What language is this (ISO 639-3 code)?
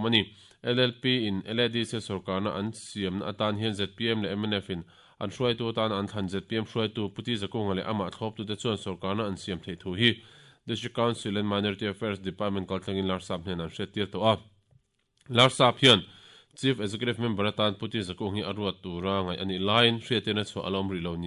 lus